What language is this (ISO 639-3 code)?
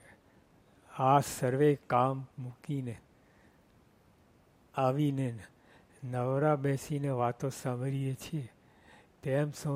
guj